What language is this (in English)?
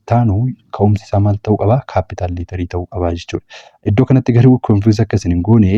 Oromo